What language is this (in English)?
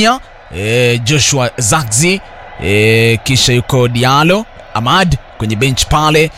Swahili